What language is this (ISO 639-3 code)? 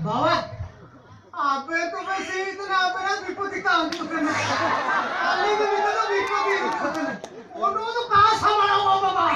sat